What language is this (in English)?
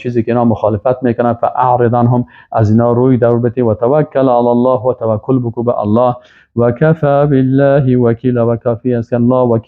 Persian